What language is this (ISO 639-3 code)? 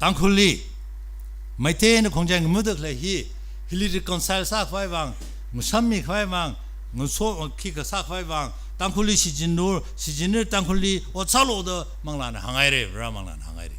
nmf